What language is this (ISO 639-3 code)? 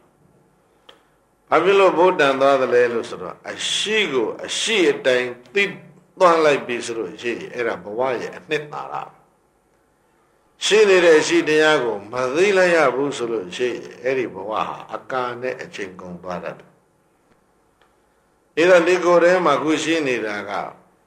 mya